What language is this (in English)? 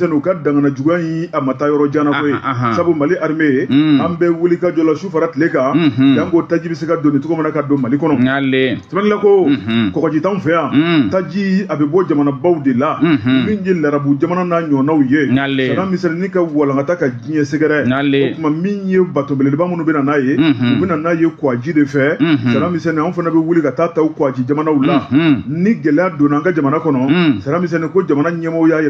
Bambara